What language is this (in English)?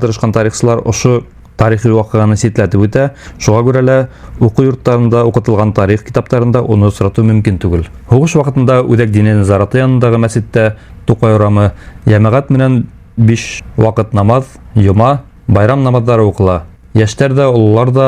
Bashkir